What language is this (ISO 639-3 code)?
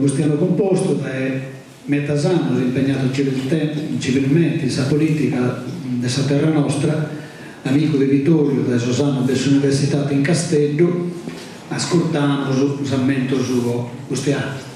srd